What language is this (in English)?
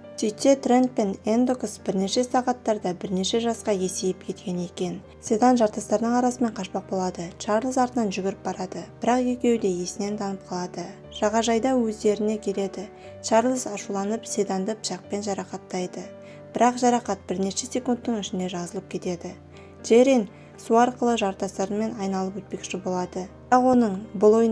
Kazakh